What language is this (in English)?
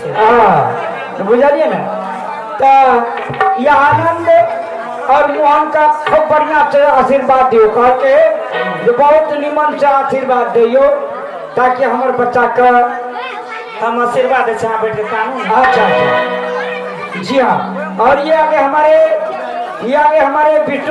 Maithili